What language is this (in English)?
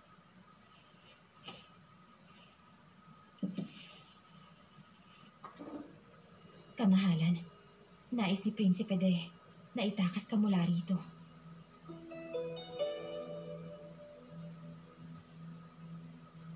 Filipino